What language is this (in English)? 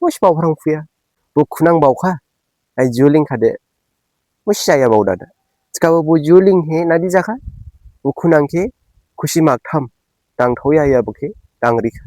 Dimasa